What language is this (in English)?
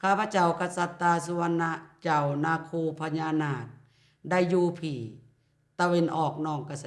Lao